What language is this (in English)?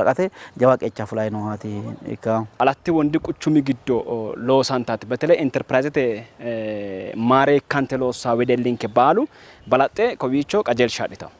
Sidamo